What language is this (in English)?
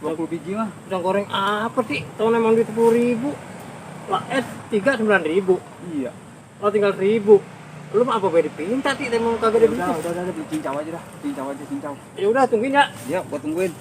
Betawi